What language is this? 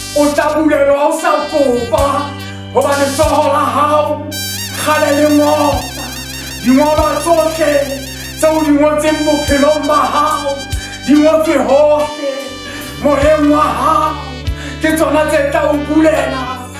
Southern Sotho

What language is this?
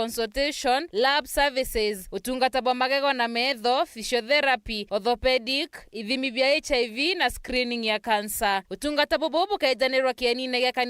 Meru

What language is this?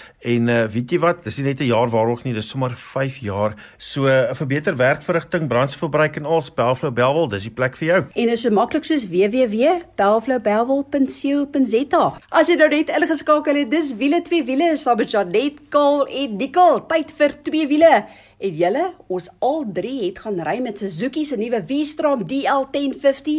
Afrikaans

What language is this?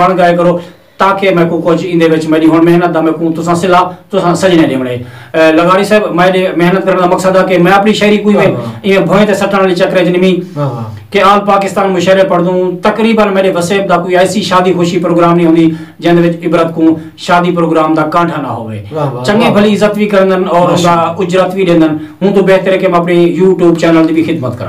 Saraiki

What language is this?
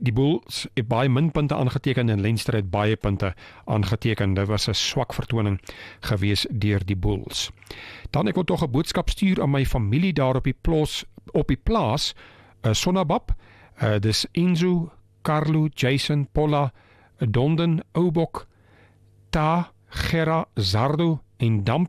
Afrikaans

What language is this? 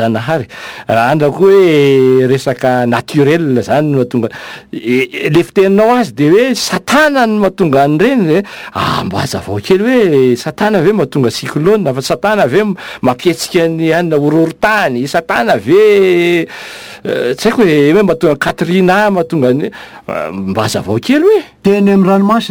Malagasy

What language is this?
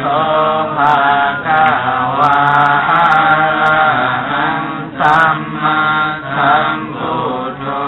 Pali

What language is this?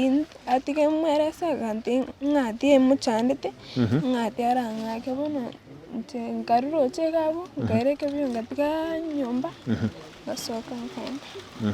Gusii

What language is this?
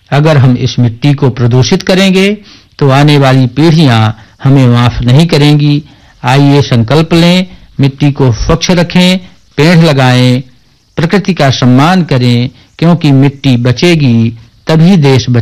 Hindi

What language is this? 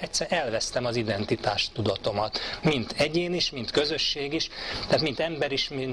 Hungarian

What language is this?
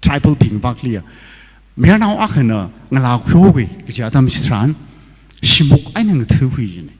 Tangkhul Naga (India)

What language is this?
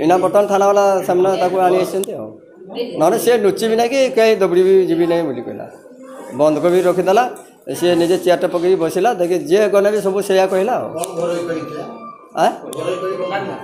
Odia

